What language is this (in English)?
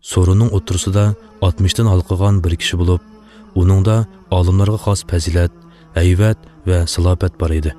Uyghur